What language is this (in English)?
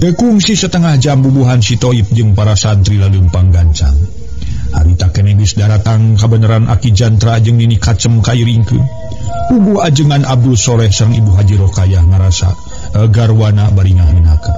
Sundanese